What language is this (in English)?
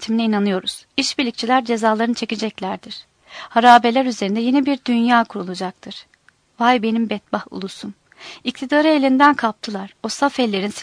Turkish